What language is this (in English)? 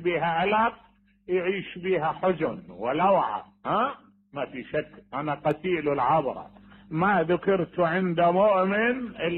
Mesopotamian Arabic